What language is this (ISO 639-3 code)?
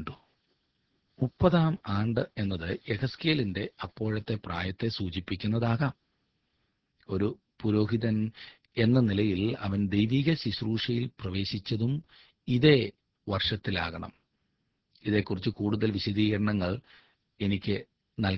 mal